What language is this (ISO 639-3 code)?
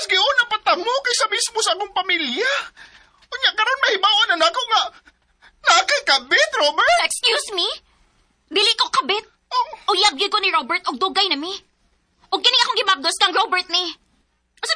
ceb